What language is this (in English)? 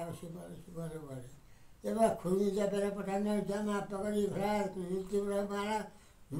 Nepali